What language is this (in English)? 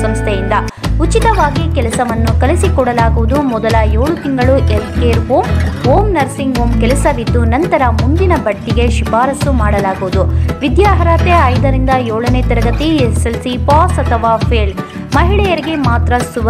Kannada